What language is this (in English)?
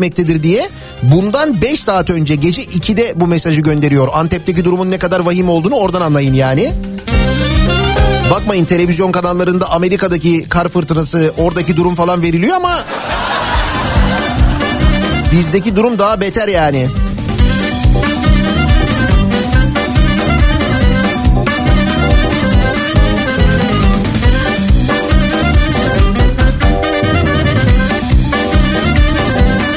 Turkish